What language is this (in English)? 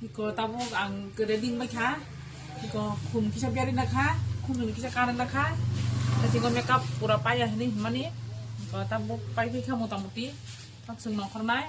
Kok Borok